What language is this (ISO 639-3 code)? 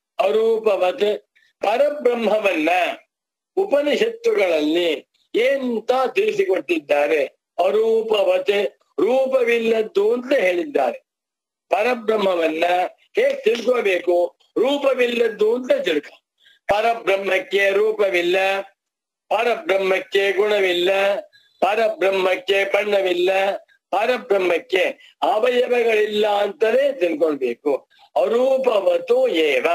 kan